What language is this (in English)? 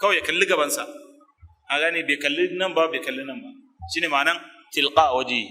Hausa